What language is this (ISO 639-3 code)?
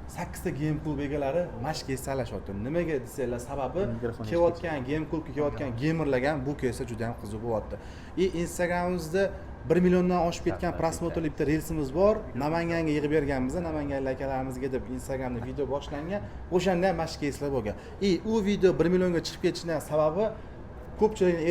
uzb